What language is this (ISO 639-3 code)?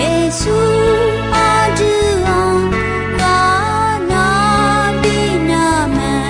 ahk